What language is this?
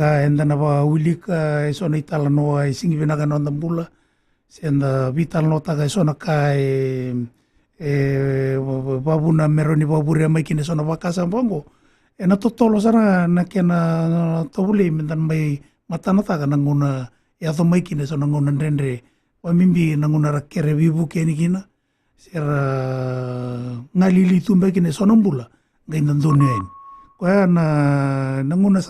Fijian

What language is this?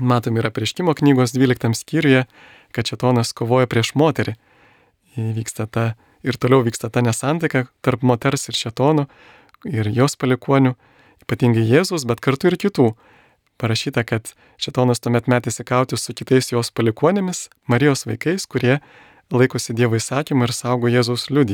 Lithuanian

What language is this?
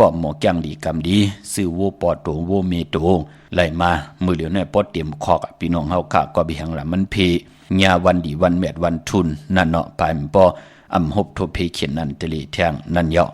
Shan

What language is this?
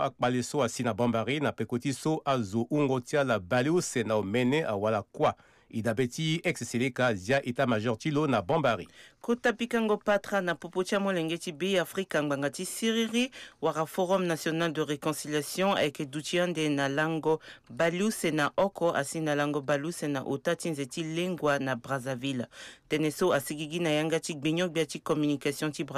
Sango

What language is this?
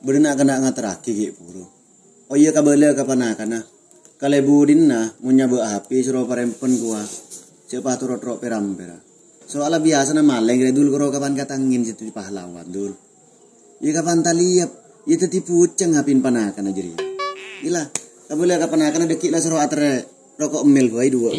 Madurese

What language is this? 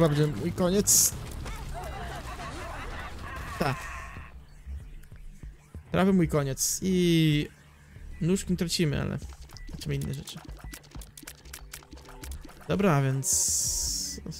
Polish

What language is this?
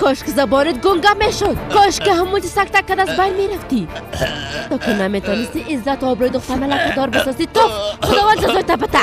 Persian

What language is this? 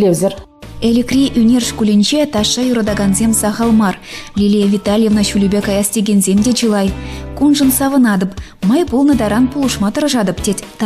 Chuvash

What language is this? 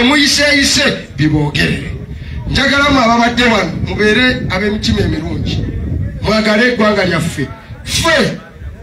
Ganda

